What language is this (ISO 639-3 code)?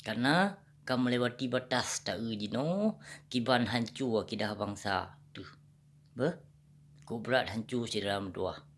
ace